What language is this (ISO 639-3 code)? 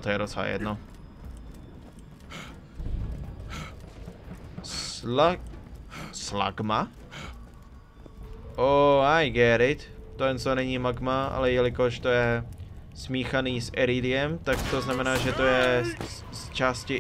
ces